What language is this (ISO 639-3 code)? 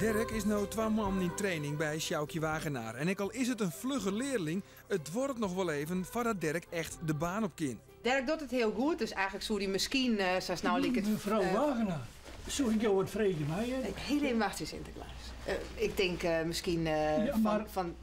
fry